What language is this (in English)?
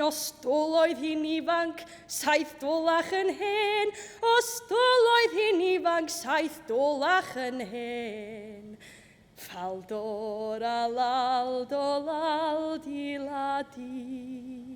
Welsh